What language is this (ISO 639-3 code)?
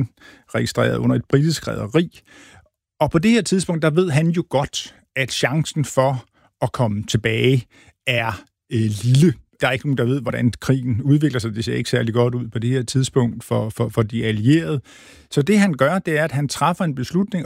dan